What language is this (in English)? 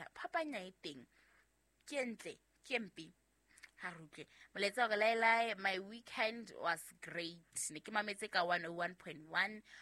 Southern Sotho